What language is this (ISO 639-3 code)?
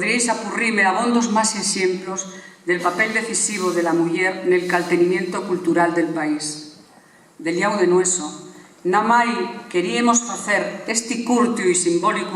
ast